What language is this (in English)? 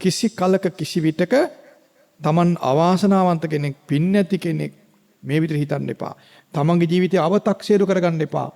Sinhala